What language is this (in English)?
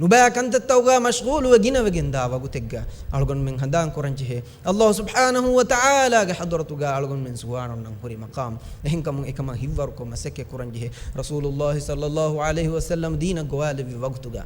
Divehi